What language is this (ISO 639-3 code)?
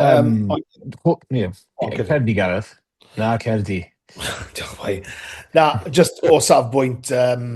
cym